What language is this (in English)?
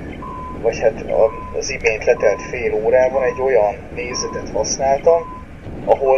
Hungarian